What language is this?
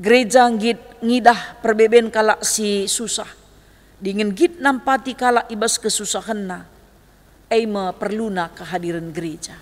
Batak Karo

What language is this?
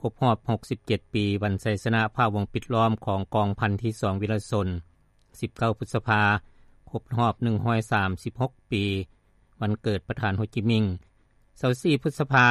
Lao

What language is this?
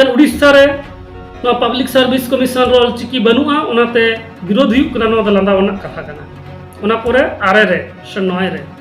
Santali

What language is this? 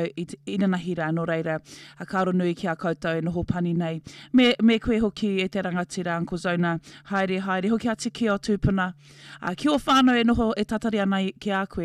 Māori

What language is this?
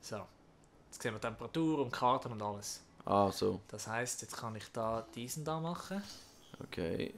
Swiss German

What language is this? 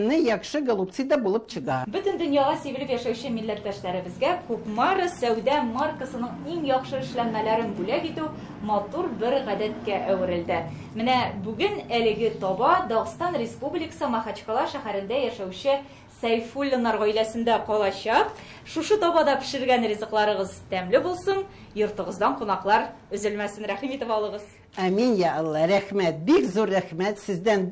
Tatar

